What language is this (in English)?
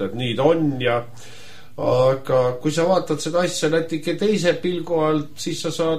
Estonian